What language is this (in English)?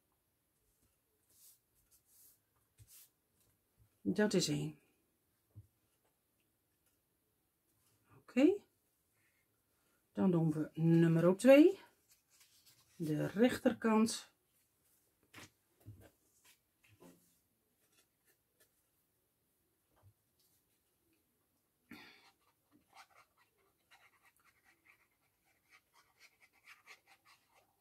Dutch